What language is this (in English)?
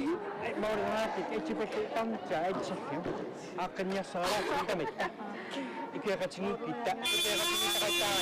Kalaallisut